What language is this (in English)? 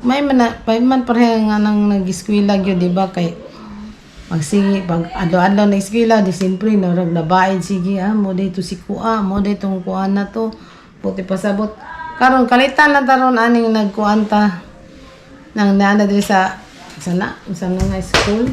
Cebuano